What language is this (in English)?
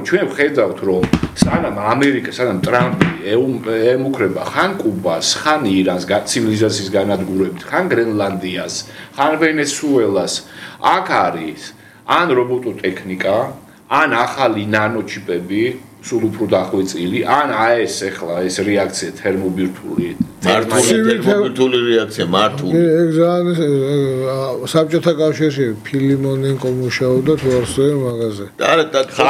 Georgian